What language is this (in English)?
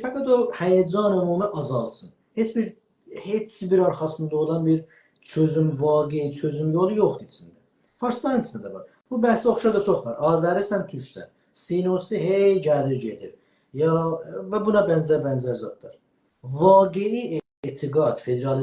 South Azerbaijani